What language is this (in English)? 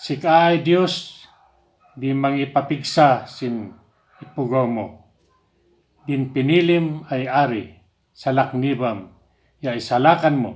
Kankanaey